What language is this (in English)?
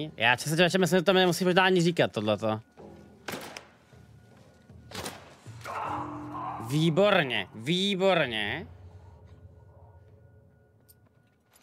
Czech